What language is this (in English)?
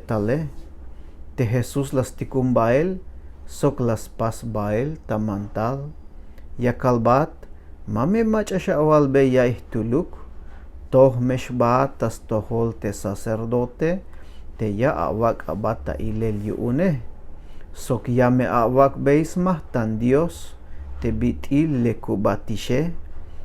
Tzeltal